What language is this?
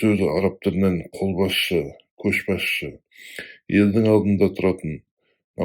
Kazakh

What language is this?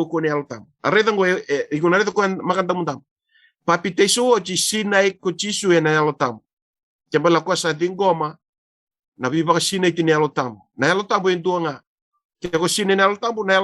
Fijian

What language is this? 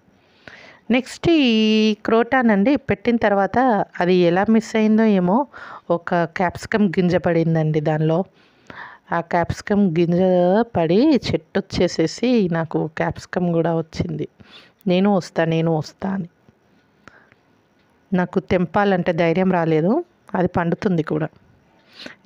Telugu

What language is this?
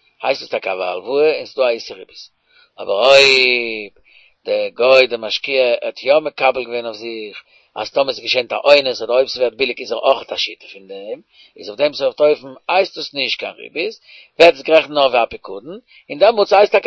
Yiddish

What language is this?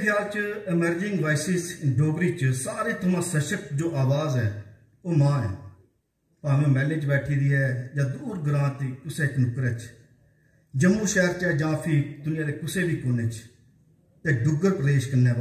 Dogri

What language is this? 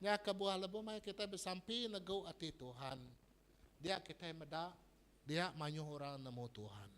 Iban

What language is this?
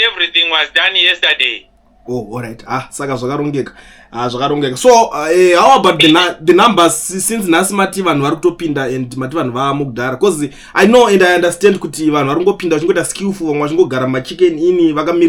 Shona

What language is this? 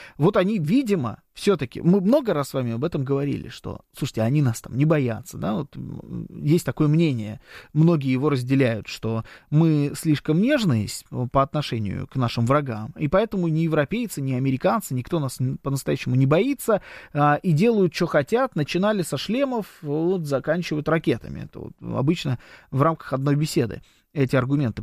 Russian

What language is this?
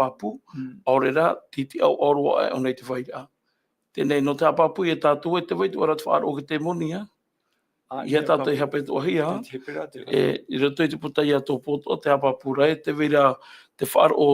Tahitian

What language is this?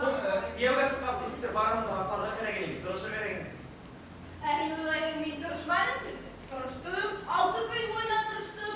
Bashkir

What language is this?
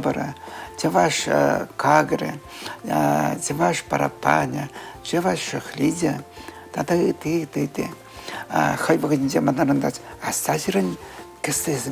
Chuvash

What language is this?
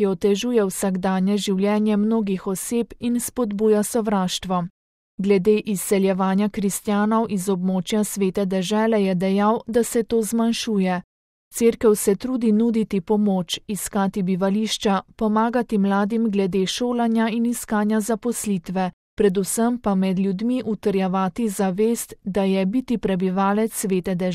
Slovenian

